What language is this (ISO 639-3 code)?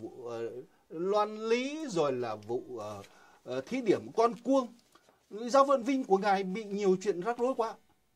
vie